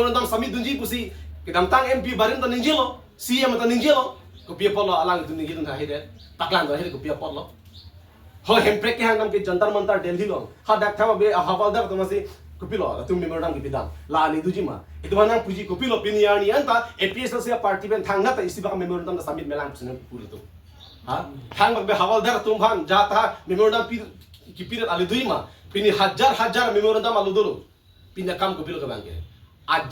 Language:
Karbi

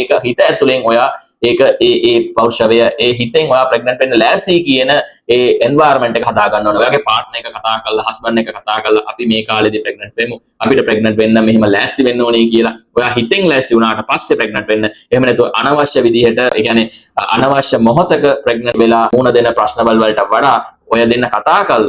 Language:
Sinhala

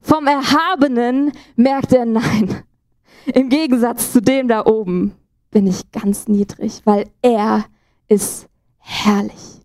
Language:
Swiss German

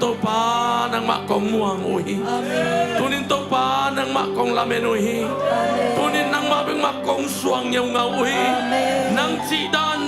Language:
Tedim Chin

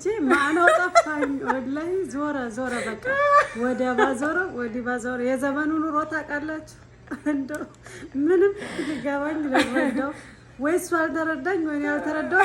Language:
Amharic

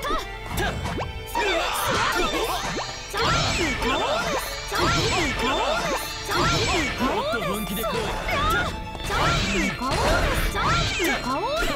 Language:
Japanese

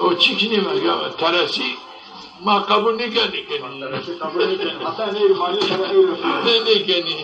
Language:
Zaza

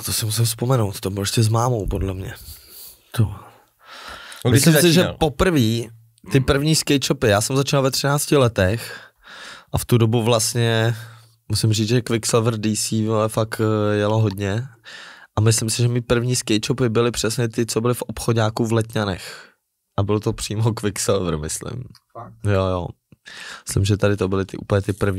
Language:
Czech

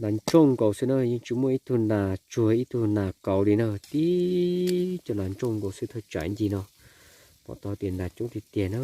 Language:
Hmong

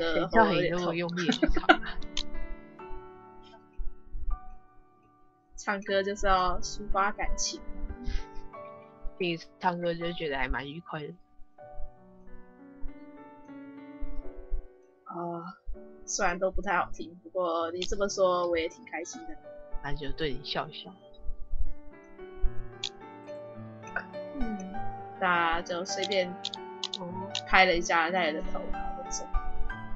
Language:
Chinese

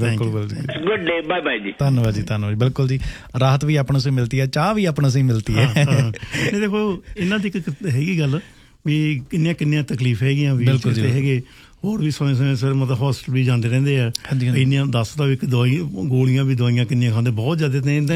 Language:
Punjabi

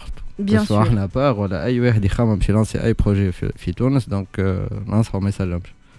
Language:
Tunisian Arabic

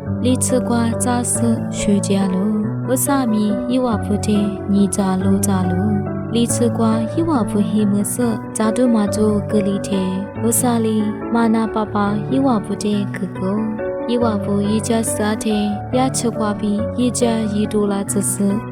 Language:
Lisu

